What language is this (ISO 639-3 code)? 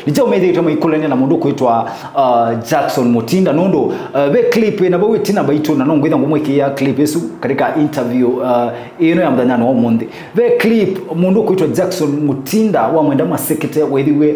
kam